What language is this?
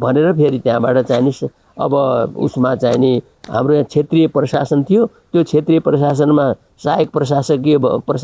Nepali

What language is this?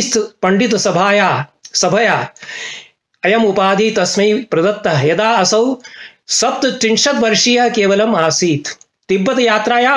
Sanskrit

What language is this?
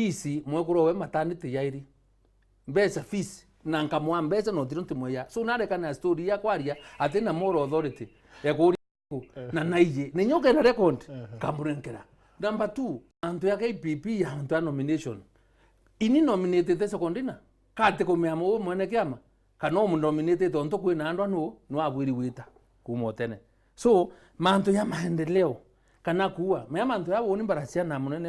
Meru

